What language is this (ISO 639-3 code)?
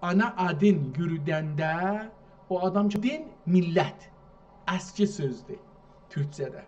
azb